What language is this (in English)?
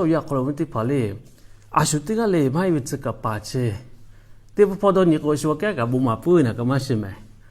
Lahu